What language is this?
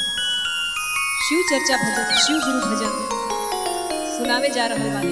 Bhojpuri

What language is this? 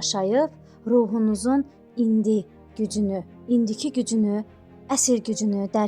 Azerbaijani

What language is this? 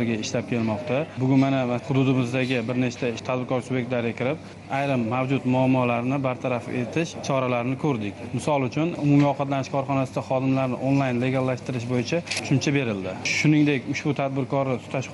Uzbek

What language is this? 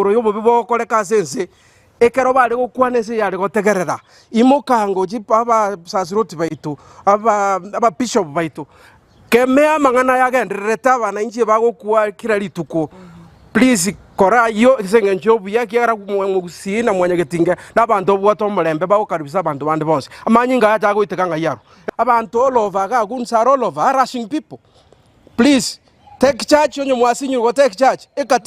Gusii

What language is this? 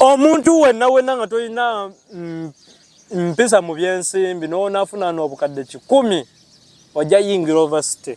Ganda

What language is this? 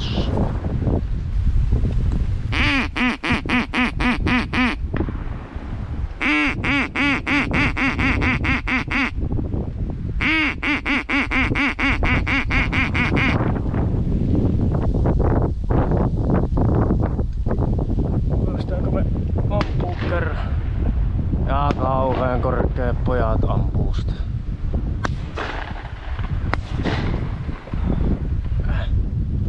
Finnish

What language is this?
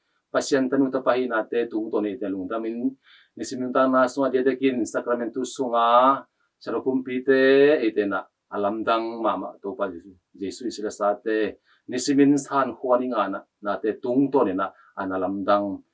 Tedim Chin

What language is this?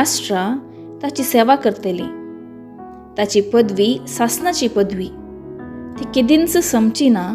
Konkani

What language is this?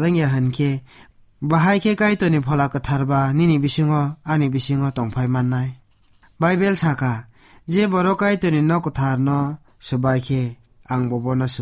Kok Borok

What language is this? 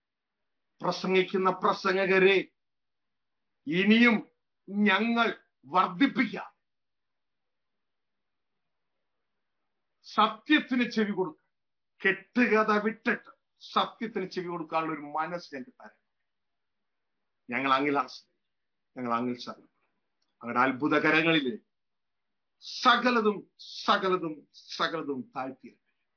Malayalam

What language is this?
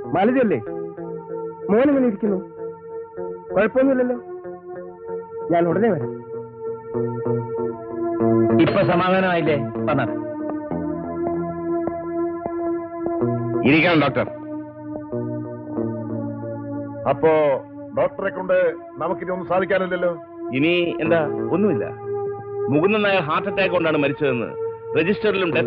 Malayalam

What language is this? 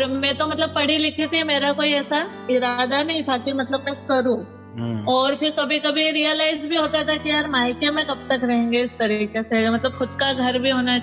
Hindi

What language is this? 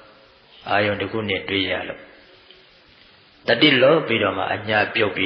Burmese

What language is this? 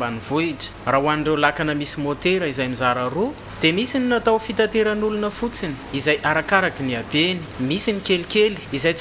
Malagasy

